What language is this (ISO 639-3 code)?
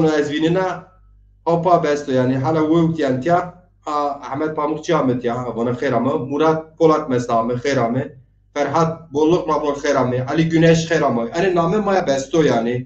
zza